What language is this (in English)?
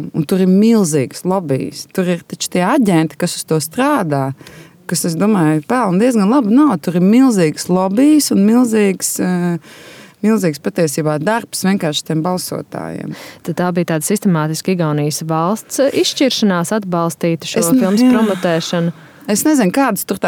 Latvian